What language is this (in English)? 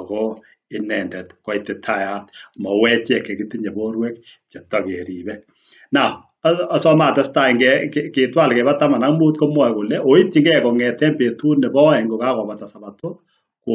Kalenjin